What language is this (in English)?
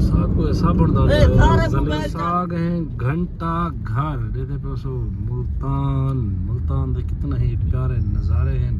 Saraiki